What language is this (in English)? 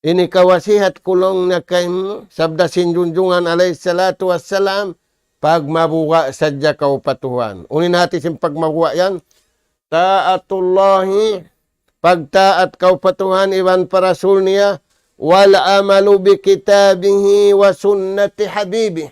Tausug